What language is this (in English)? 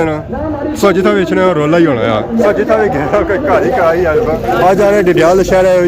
Pahari-Potwari